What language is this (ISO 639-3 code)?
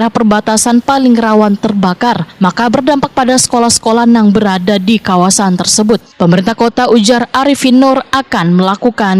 bjn